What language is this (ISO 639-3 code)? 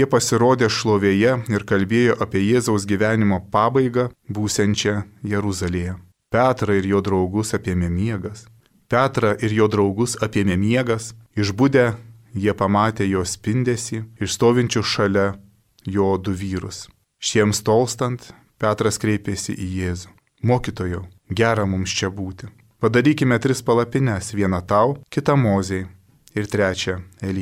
lit